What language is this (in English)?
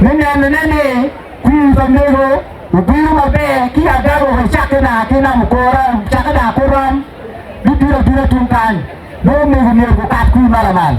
Acoli